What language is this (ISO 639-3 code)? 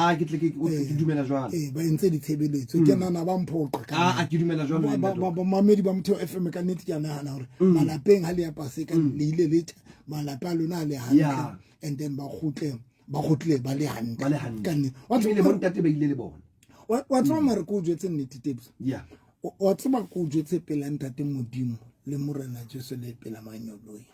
sot